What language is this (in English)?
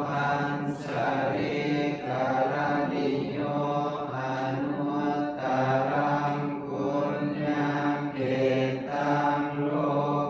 Pali